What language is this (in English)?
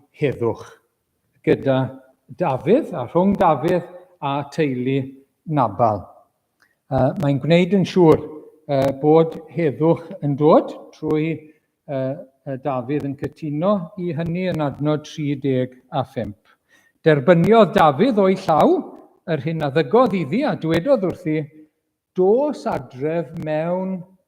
Welsh